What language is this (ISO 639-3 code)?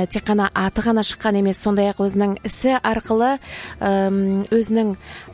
kaz